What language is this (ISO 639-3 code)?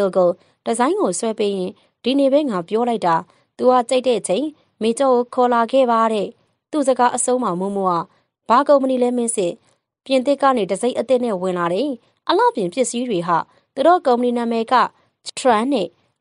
mya